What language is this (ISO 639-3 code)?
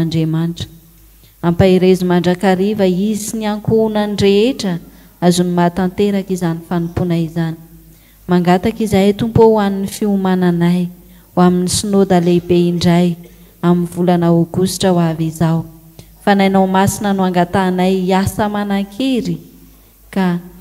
mlg